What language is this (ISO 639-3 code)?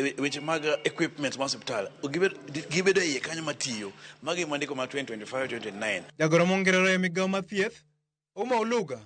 luo